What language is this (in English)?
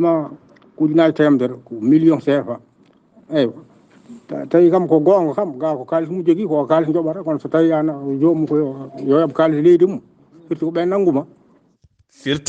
Fula